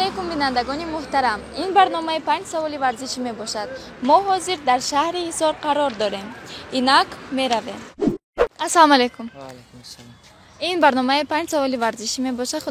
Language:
Tajik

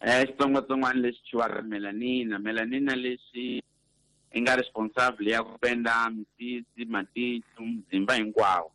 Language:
Tsonga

